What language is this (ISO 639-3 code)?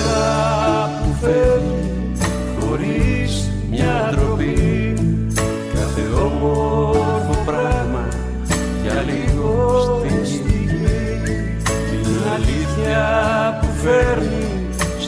ell